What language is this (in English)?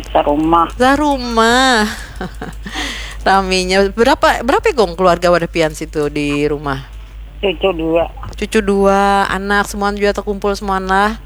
Banjar